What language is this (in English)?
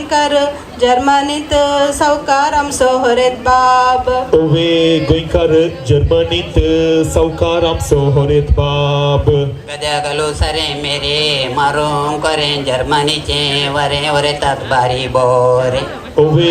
Konkani